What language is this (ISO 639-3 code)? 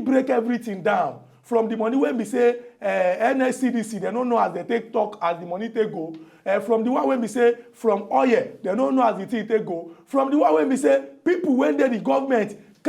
pcm